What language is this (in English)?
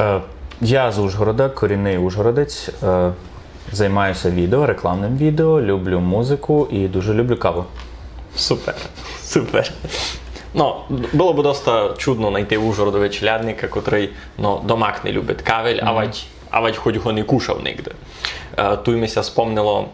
Rusyn